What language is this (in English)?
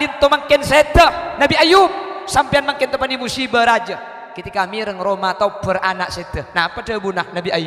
Madurese